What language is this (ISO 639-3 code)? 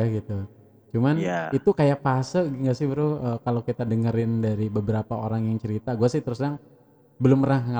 ind